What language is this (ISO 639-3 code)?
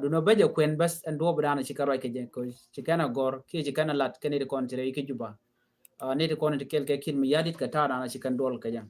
nus